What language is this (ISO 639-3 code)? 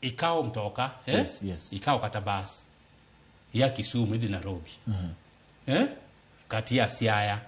luo